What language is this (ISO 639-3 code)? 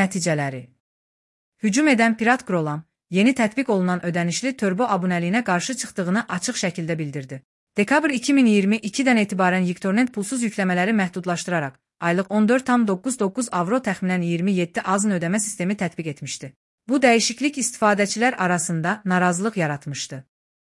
aze